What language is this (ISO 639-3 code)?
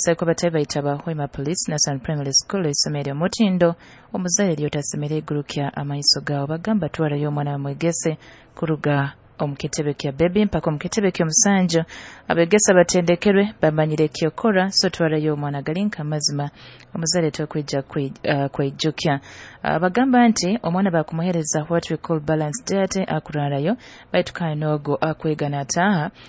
nyo